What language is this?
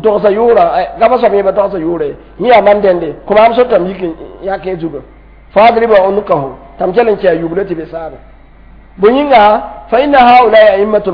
Mossi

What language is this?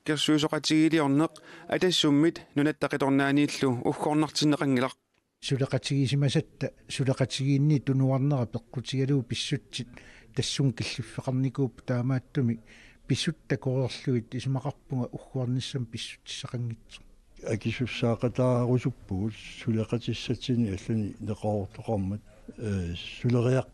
Kalaallisut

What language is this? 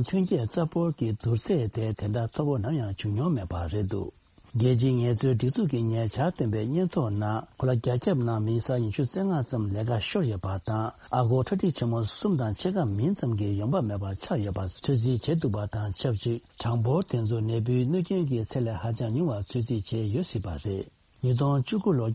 Tibetan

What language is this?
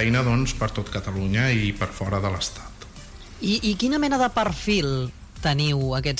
Catalan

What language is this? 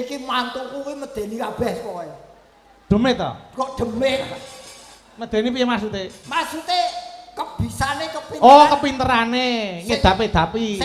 Javanese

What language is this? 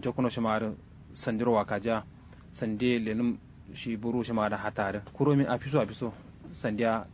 Kanuri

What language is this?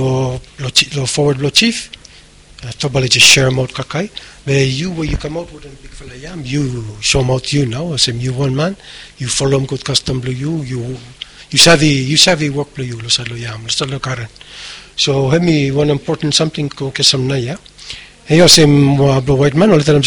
Bislama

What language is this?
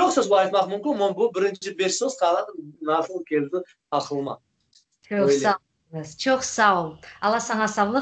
Crimean Tatar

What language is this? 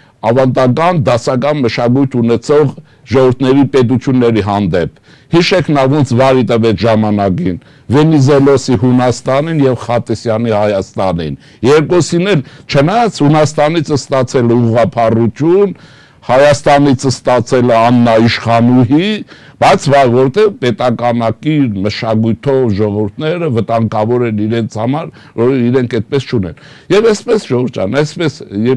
Armenian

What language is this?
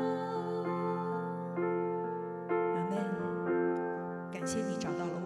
Chinese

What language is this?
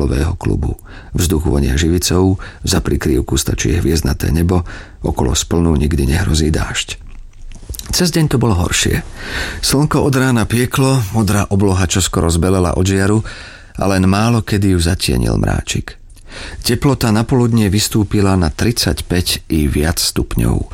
Slovak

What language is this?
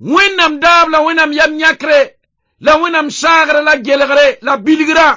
Mossi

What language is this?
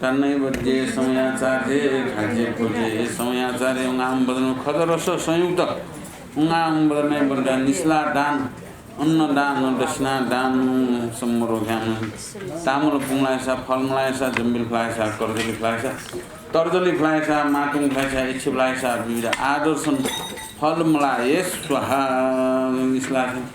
Newari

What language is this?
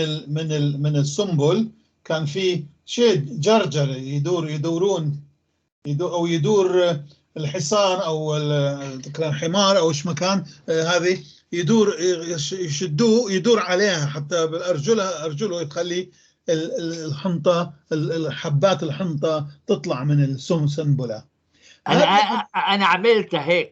North Levantine Arabic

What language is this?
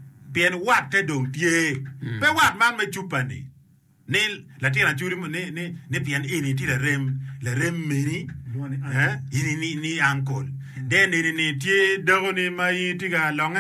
Acoli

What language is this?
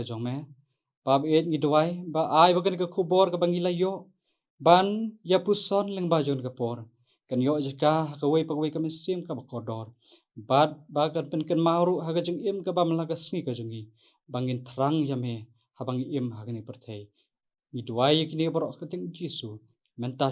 Khasi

